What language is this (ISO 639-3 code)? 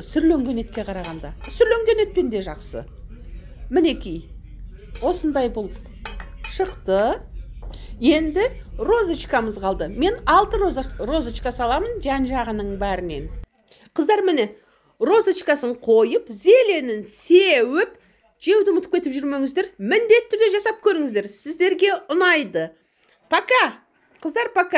kaz